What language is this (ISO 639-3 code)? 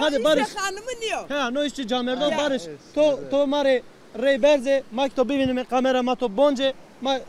zza